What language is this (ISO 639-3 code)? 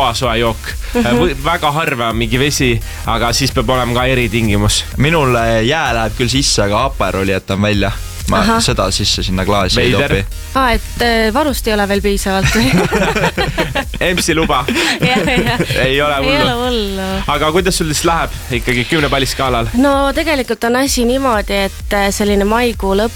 est